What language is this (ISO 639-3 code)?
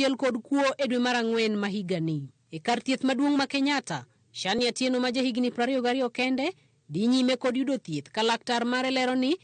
luo